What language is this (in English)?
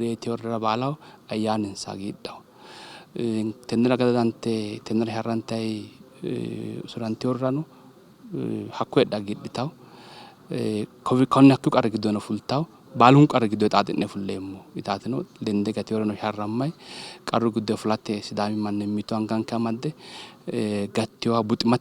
Sidamo